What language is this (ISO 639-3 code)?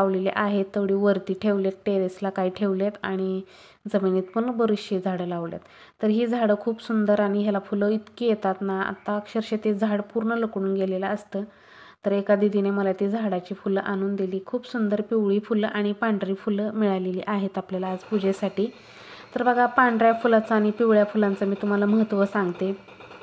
mar